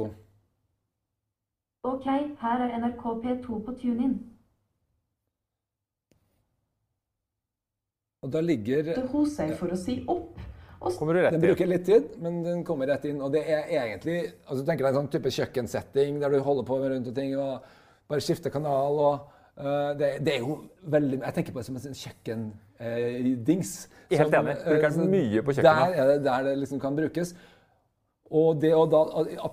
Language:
Norwegian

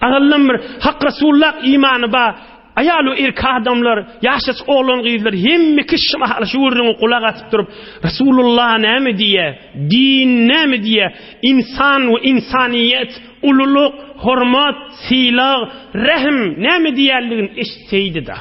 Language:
Turkmen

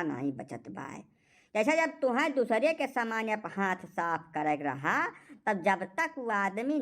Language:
Awadhi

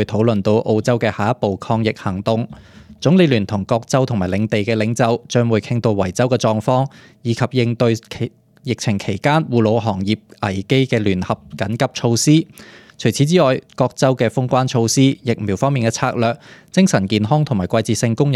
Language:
Cantonese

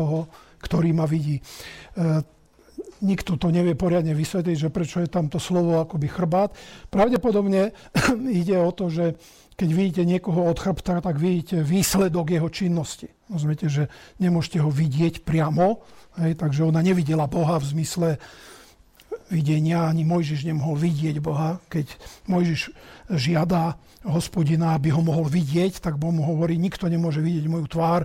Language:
Slovak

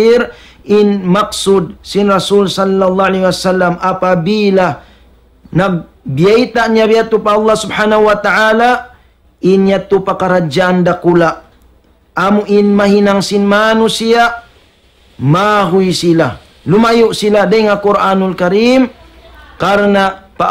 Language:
Tausug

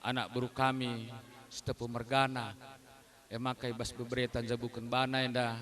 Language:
Batak Karo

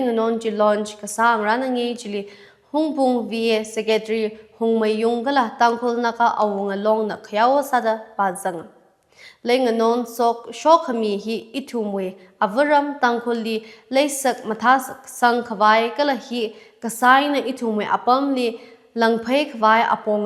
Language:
Tangkhul Naga (India)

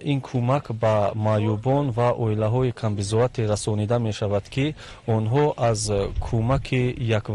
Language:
Tajik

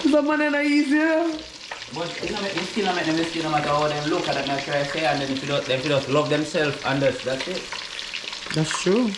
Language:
Jamaican Creole English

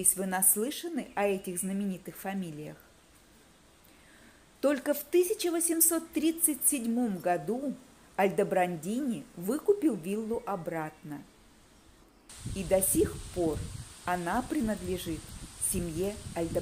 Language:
Russian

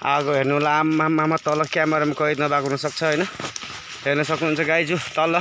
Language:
Nepali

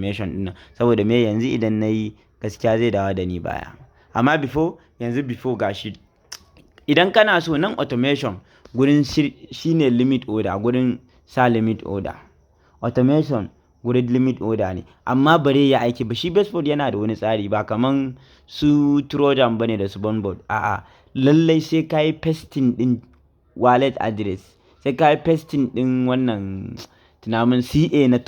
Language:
Hausa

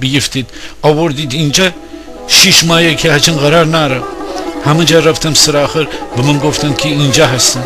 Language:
Gilaki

